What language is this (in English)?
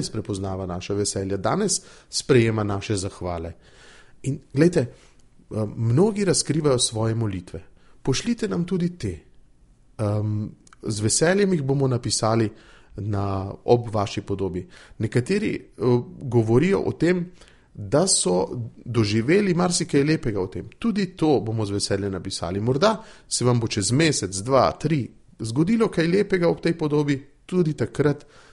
Slovenian